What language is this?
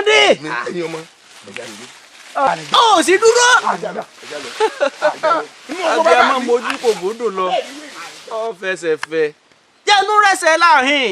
Yoruba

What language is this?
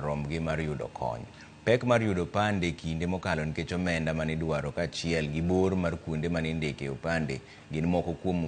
Luo (Kenya and Tanzania)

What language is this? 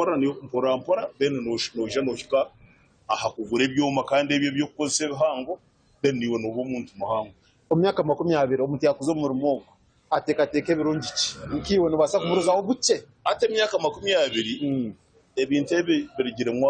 Nyankole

